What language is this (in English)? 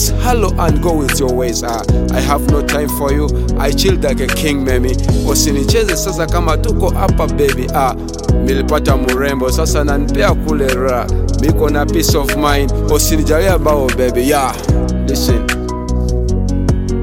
Swahili